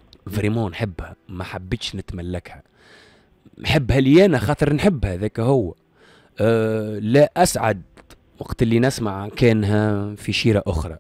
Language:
Tunisian Arabic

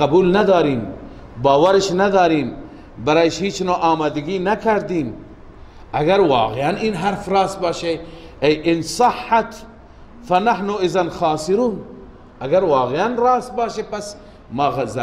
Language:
Persian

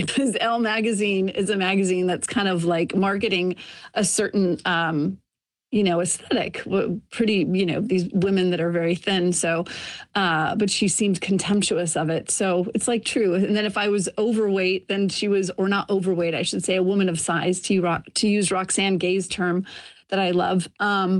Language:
English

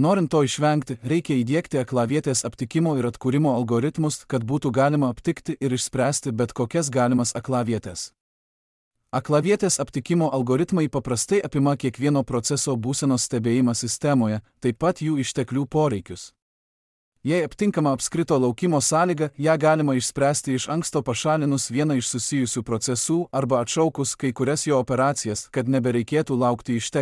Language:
Lithuanian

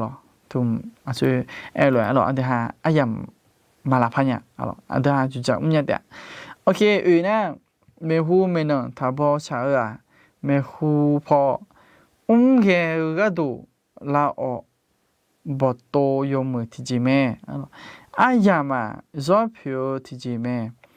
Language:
Akha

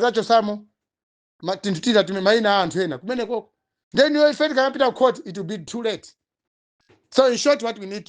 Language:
Nyanja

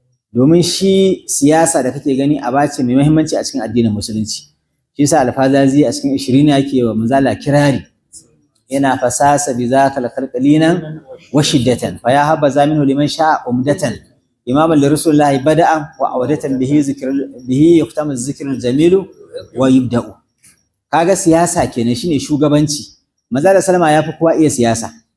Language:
Hausa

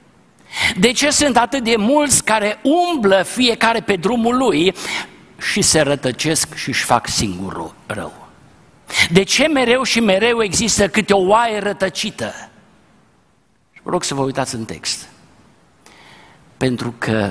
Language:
Romanian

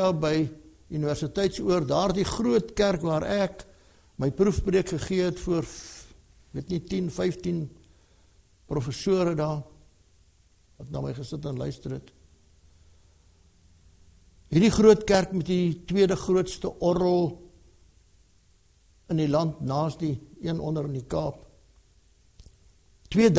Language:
Afrikaans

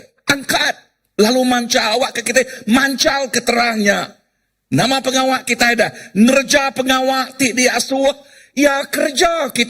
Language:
Iban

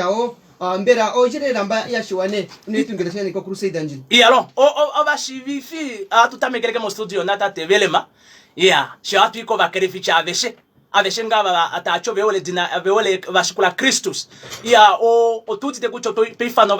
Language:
Kuanyama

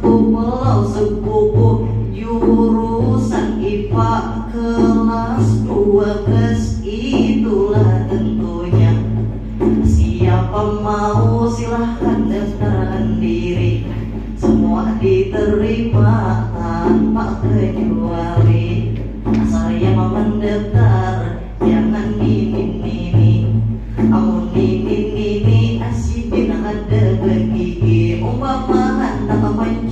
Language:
Banjar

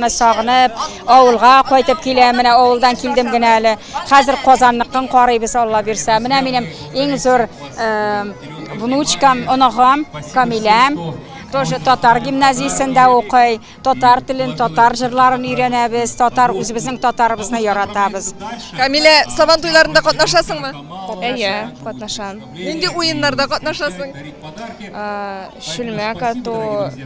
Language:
Tatar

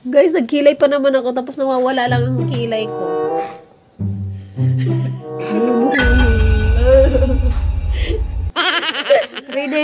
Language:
Filipino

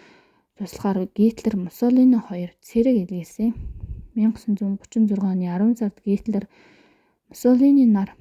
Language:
Mongolian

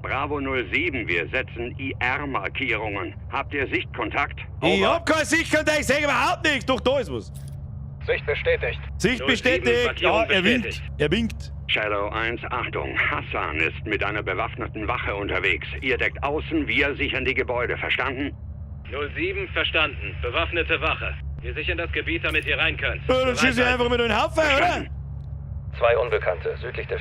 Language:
Bavarian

